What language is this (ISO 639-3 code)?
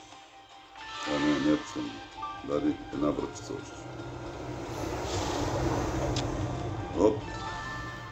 bul